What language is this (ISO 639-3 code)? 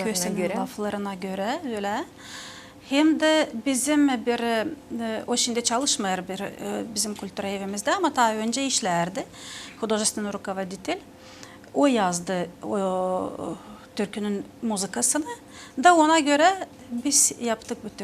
gag